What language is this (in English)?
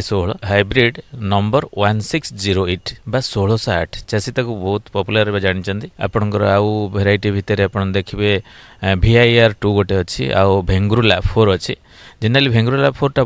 Odia